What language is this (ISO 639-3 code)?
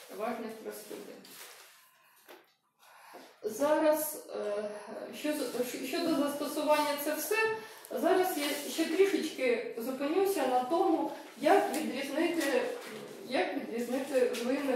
ukr